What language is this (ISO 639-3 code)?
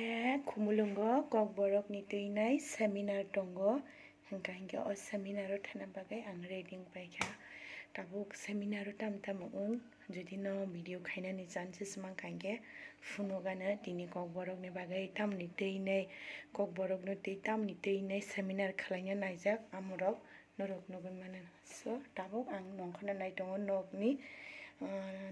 trp